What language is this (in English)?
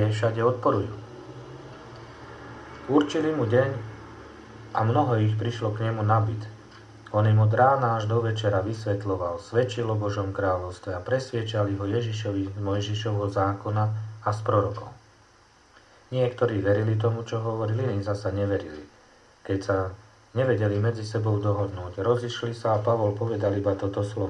Slovak